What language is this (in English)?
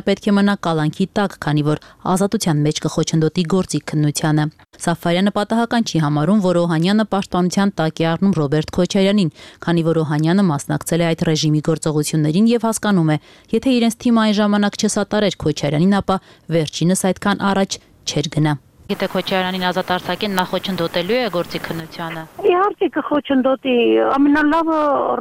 Armenian